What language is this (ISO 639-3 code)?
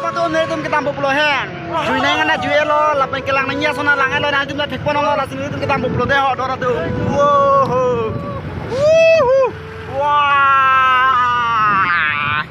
mjw